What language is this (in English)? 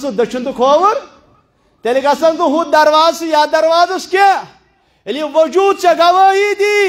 Kashmiri